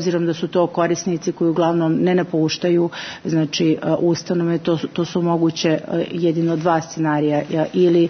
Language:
Serbian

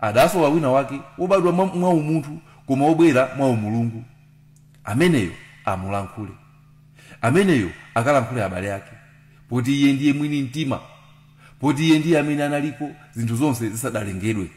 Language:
Nyanja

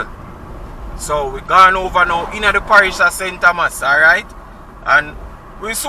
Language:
Jamaican Creole English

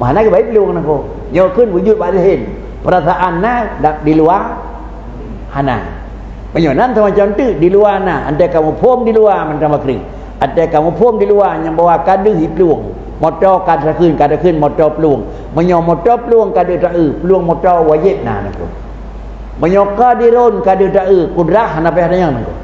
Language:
Achinese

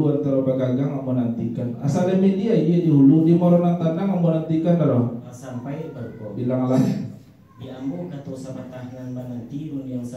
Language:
Minangkabau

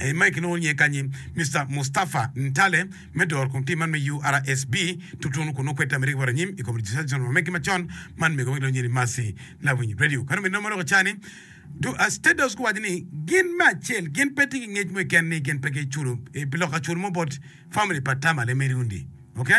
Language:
Acoli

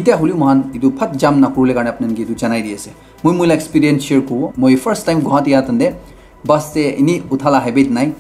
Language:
Naga Pidgin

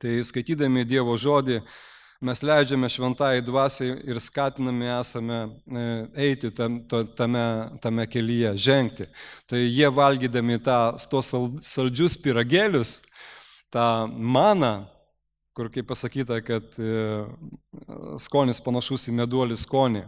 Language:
Lithuanian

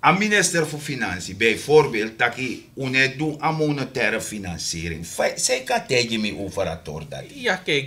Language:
Sranan Tongo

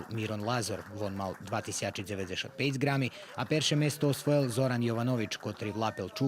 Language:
Rusyn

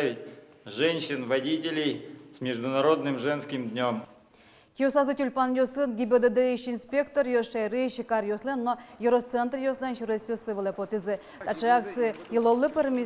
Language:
Udmurt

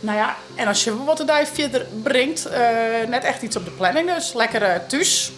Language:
Western Frisian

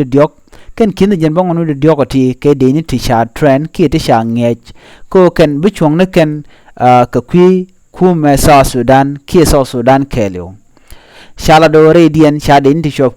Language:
Nuer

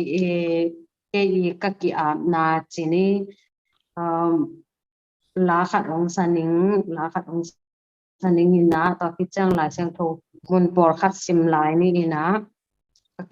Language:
Tedim Chin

